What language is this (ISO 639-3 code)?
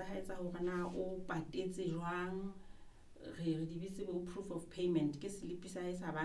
sot